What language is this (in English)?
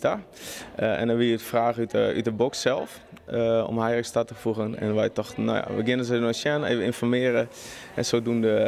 Western Frisian